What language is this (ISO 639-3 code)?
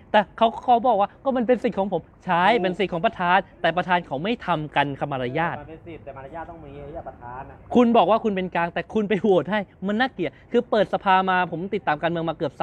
tha